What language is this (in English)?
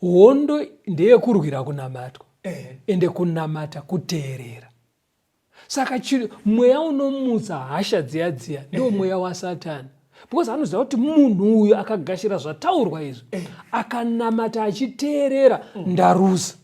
Shona